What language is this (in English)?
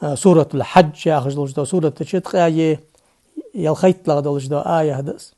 Ingush